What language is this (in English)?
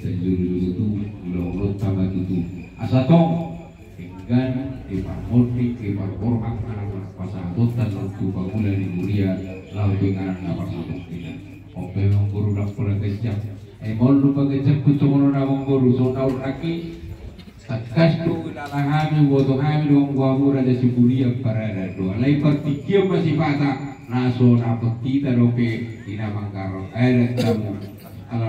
Batak Toba